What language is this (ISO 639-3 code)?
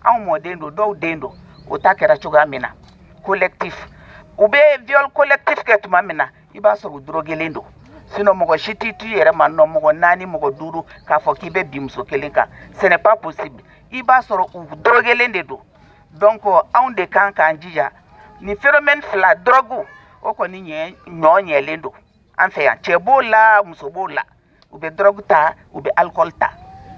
bam